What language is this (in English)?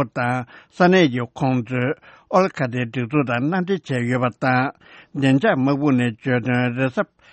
Tibetan